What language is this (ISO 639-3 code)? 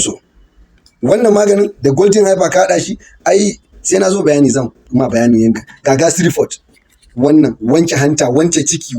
hau